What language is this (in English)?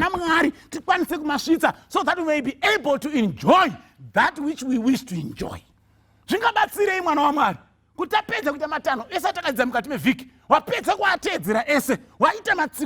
Shona